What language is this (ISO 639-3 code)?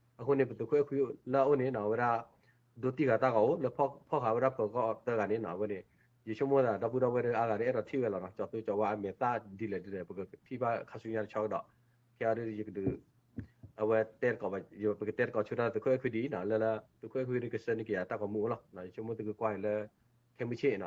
ksw